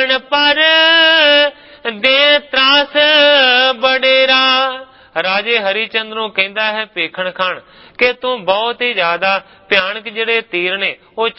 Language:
Punjabi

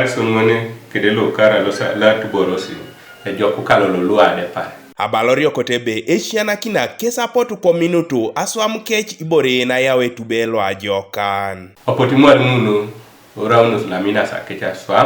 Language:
Teso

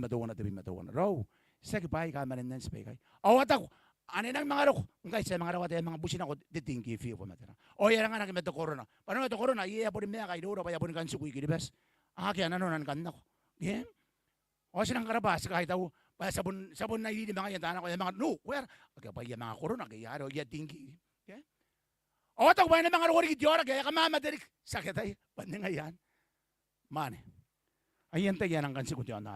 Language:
Gilbertese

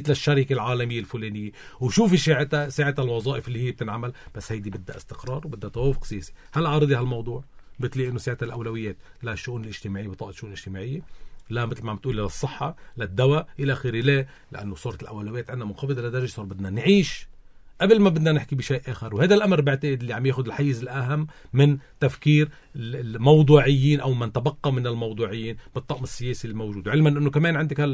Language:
North Levantine Arabic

